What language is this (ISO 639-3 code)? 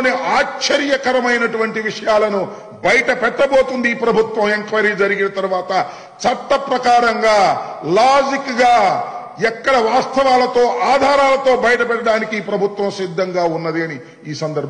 tel